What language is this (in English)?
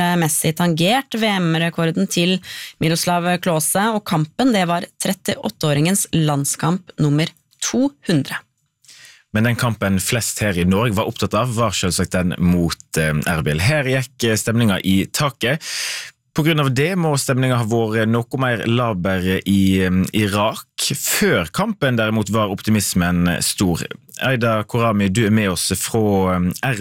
Norwegian